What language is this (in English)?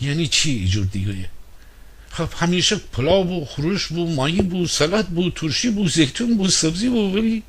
Gilaki